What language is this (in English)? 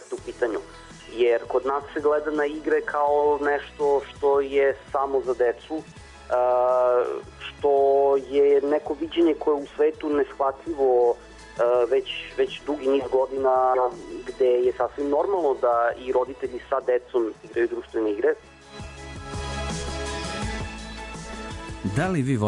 Serbian